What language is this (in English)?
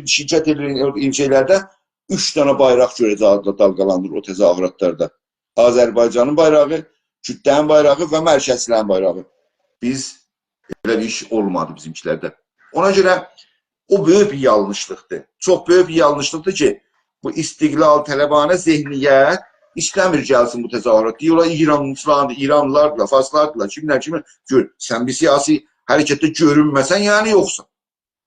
South Azerbaijani